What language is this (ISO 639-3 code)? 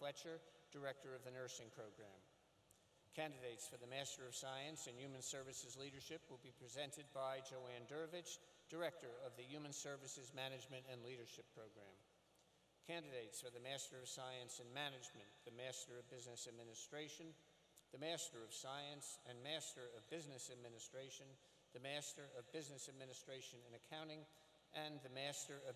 eng